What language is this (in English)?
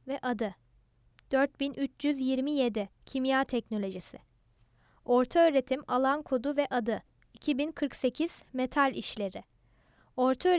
Turkish